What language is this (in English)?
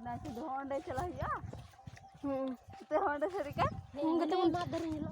Santali